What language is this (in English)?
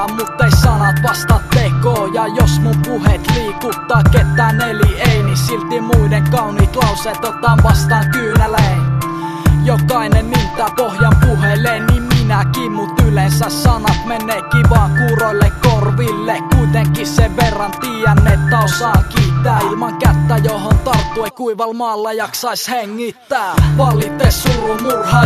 Finnish